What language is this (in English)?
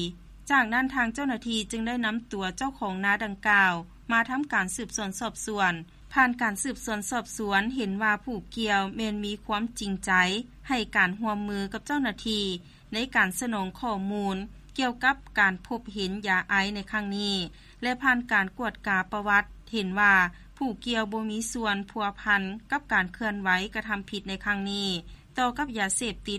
Lao